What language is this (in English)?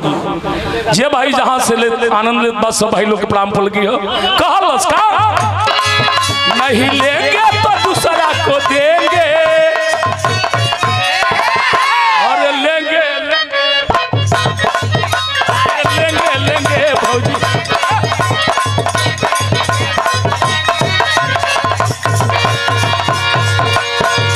Bhojpuri